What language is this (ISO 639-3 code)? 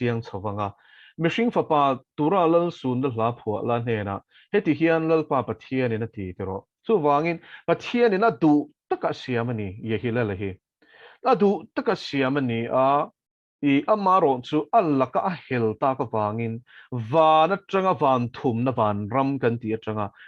lus